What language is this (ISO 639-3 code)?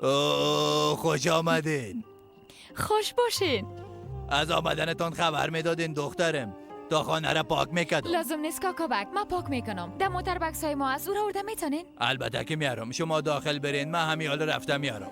fas